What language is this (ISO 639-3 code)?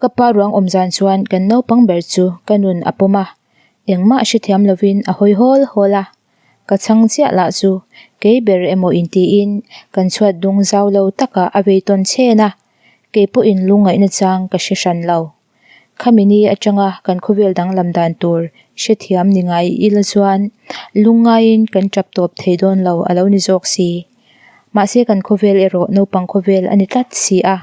lus